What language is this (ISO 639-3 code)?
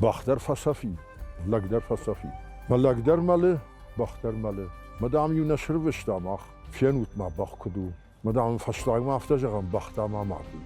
oss